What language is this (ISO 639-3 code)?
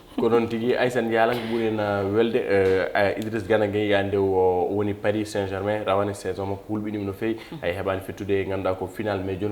ful